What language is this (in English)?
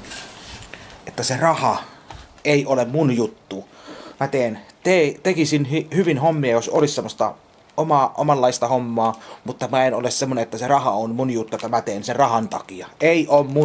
Finnish